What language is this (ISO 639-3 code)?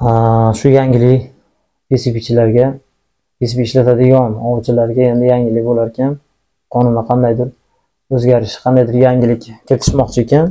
uzb